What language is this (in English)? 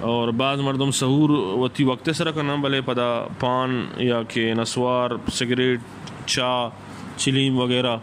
Eastern Balochi